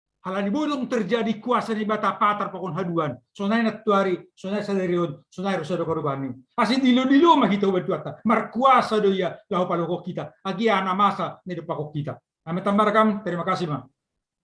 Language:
Batak Simalungun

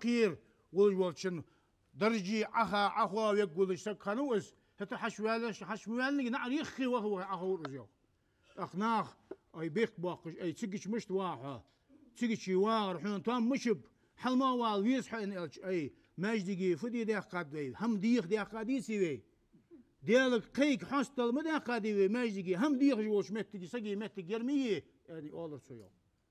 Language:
Ingush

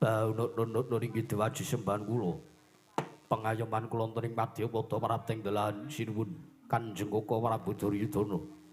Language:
Javanese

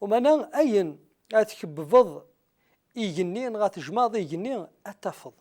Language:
Kabyle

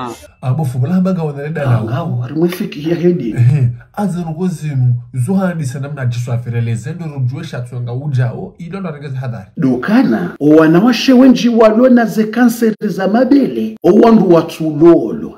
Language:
Ngazidja Comorian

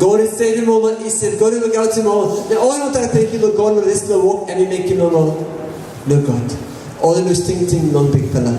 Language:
Tok Pisin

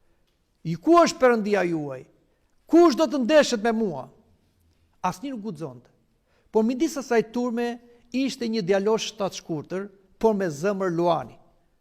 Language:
Albanian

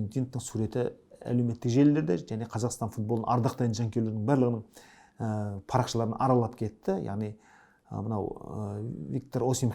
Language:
Kazakh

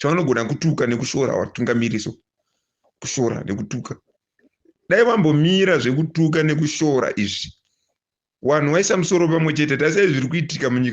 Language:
Shona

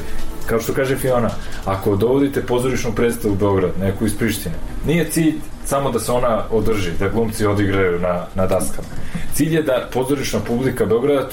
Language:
Serbian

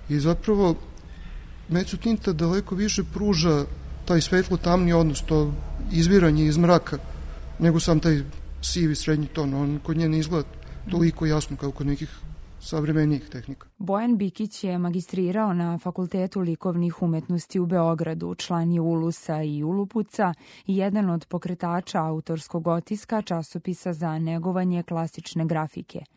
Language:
Serbian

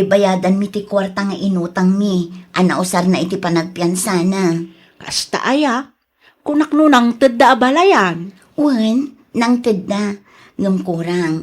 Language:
Iloko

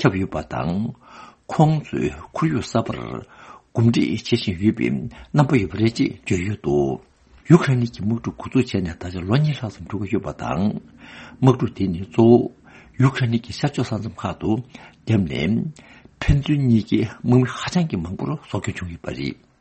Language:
Tibetan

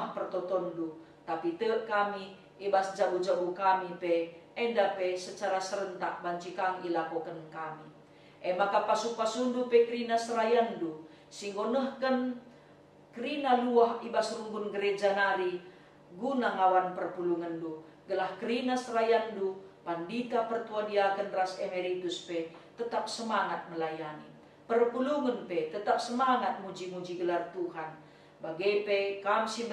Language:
Batak Karo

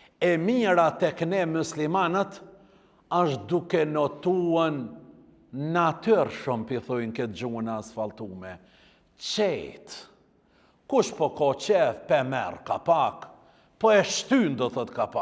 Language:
Albanian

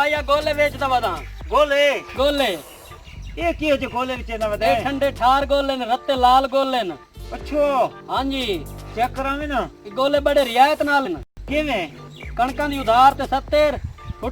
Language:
Saraiki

